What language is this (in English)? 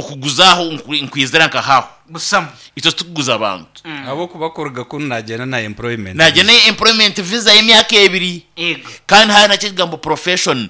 Nyankole